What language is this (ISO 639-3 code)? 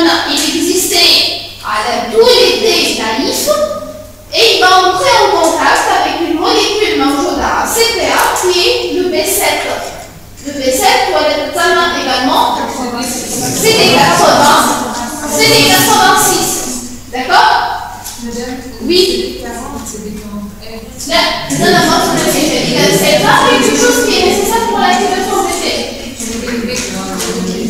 fra